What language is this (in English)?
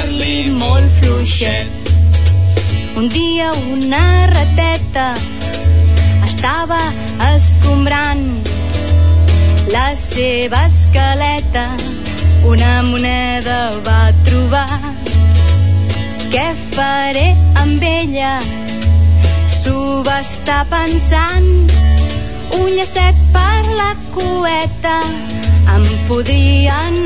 Catalan